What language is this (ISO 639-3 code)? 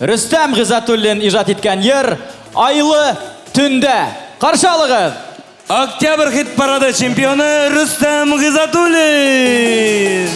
bak